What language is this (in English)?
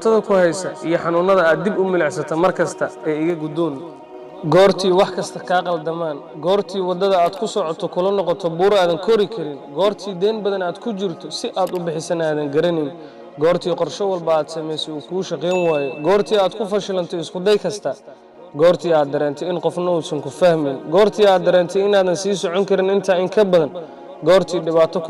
Somali